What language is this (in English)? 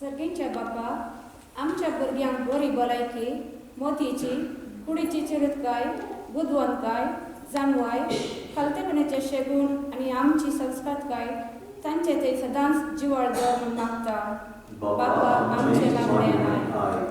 Konkani